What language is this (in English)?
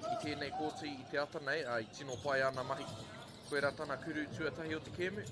Māori